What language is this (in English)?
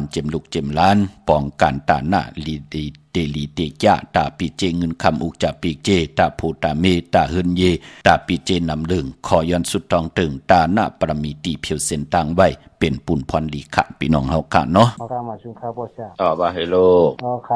Shan